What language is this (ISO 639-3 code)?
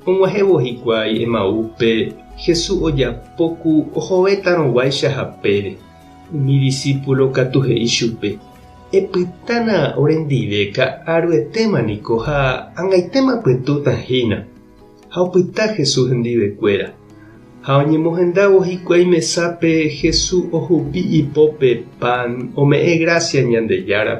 grn